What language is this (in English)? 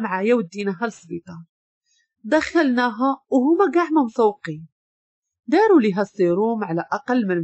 Moroccan Arabic